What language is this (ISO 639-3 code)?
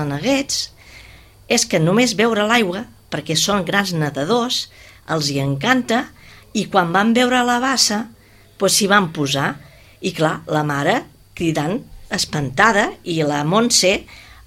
cat